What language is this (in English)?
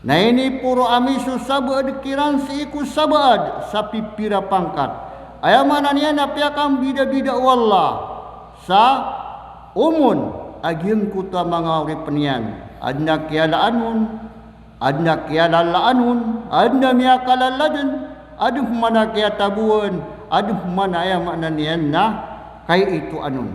Maranao